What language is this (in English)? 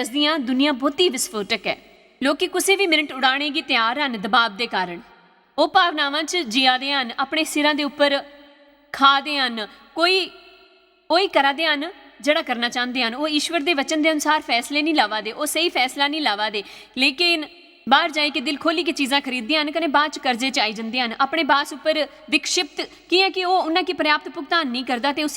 Dogri